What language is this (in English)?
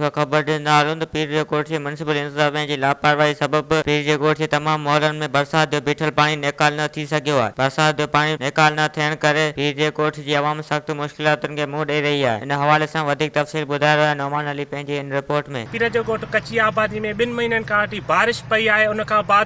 Sindhi